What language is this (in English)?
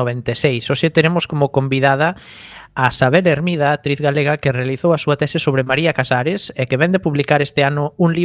Galician